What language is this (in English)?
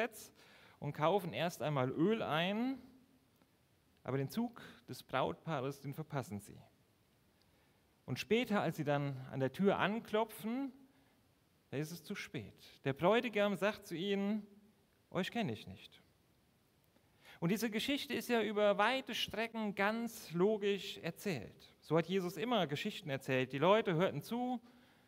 German